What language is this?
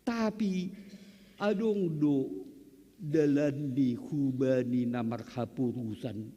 Batak Simalungun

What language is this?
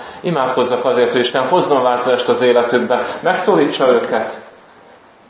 Hungarian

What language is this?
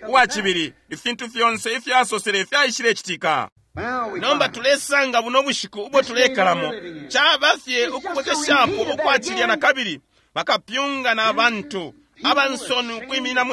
Bemba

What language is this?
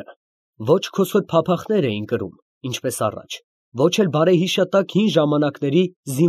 Armenian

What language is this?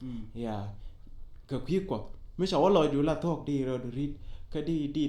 Nuer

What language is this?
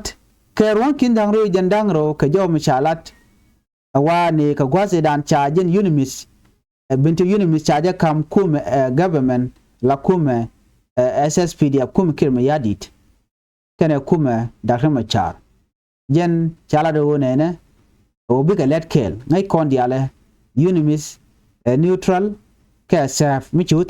Nuer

